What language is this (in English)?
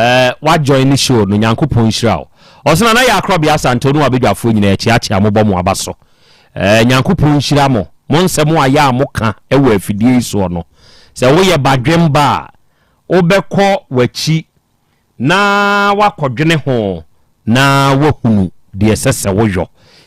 Akan